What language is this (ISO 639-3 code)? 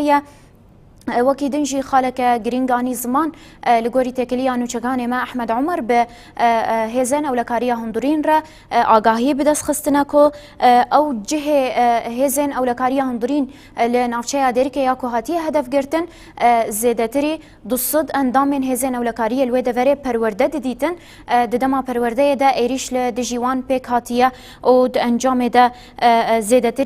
kur